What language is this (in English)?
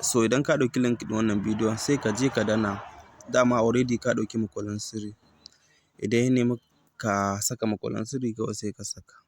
Hausa